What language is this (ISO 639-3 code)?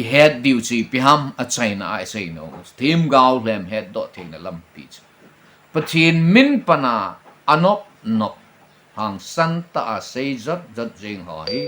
tcz